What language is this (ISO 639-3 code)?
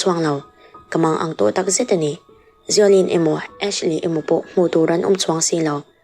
lus